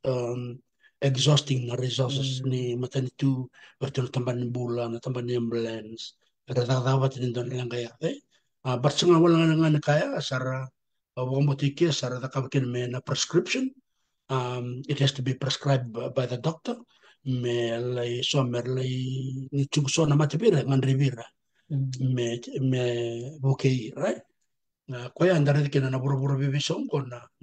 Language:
Fijian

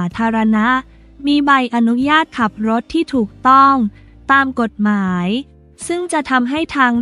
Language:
Thai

